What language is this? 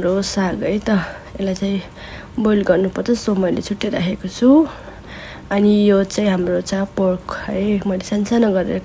Nepali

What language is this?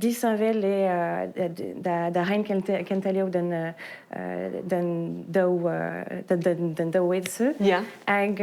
Breton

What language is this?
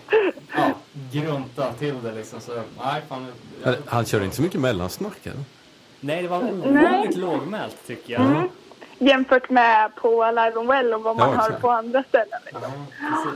Swedish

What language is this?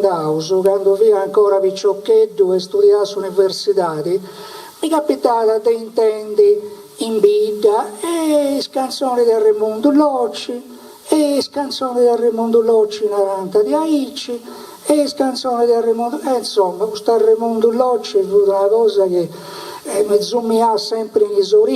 Sardinian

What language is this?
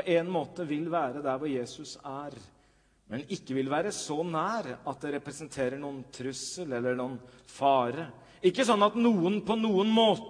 Norwegian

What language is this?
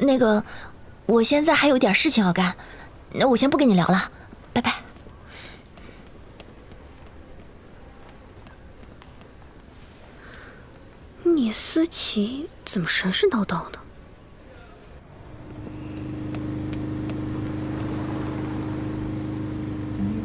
Chinese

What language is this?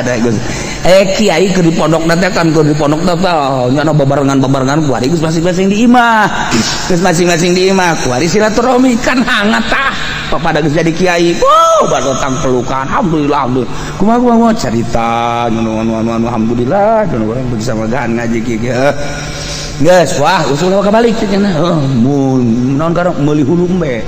Sundanese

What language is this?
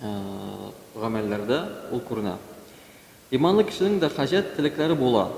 Tatar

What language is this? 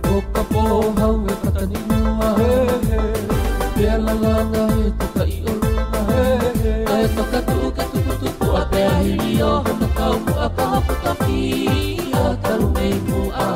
Tongan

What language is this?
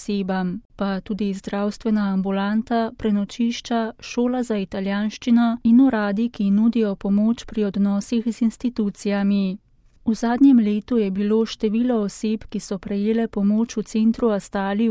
Slovenian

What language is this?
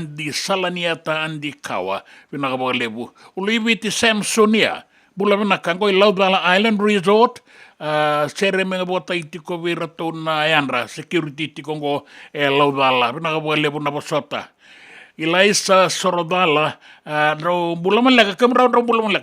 Fijian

